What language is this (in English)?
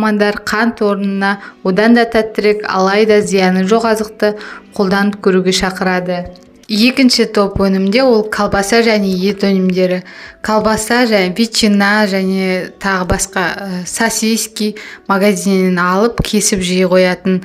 Kazakh